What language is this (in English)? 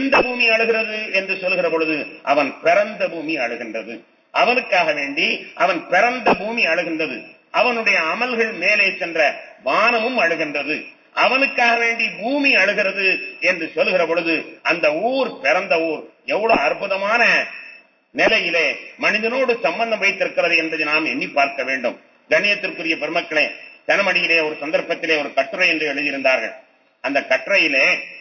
Tamil